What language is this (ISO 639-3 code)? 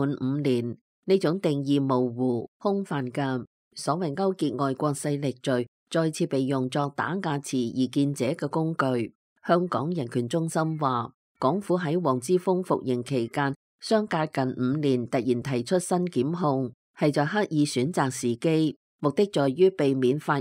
yue